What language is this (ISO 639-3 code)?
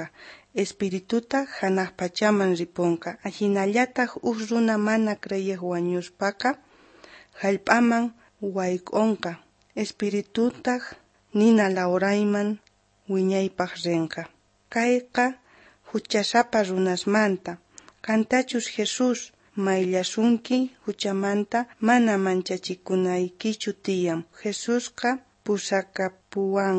quh